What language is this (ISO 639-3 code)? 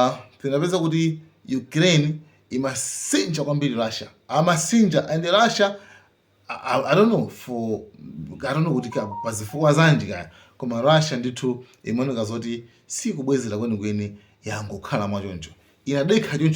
nya